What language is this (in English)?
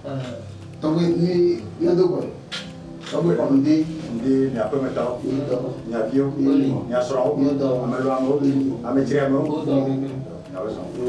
Ewe